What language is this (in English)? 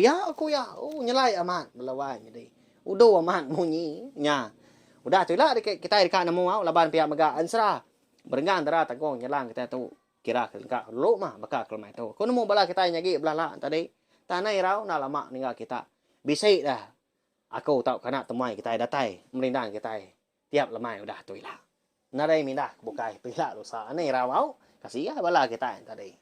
Iban